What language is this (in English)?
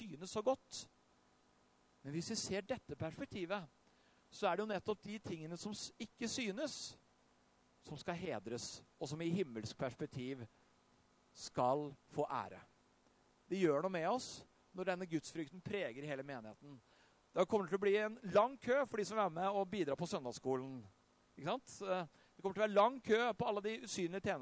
Norwegian